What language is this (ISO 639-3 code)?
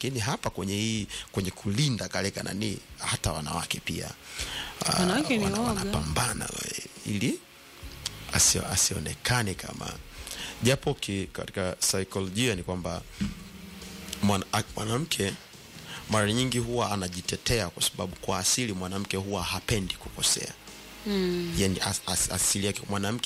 swa